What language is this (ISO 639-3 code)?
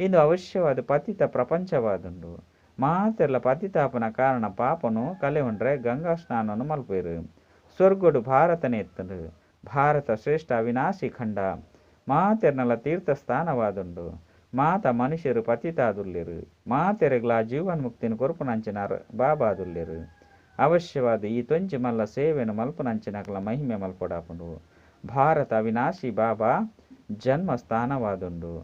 tcy